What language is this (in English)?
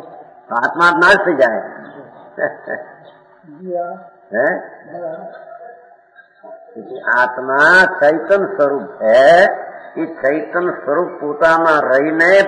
Gujarati